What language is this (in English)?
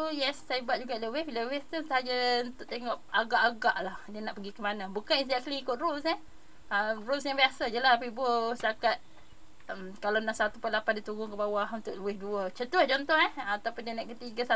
Malay